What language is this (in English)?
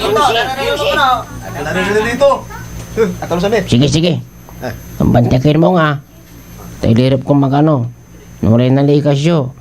Pangasinan